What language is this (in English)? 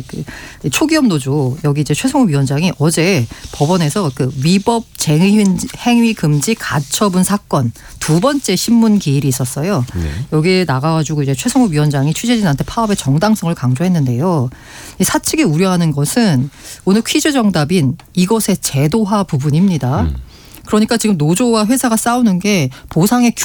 Korean